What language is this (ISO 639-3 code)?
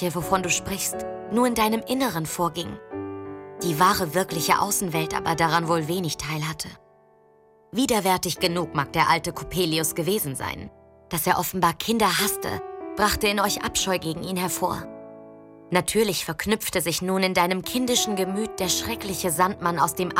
deu